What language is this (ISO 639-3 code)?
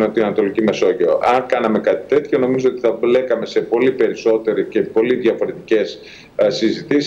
ell